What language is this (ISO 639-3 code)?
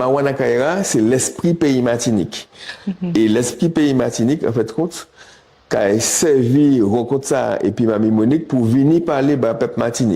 gcf